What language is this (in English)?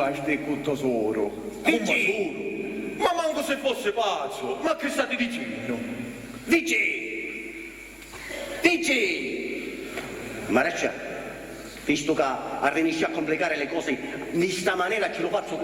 Sicilian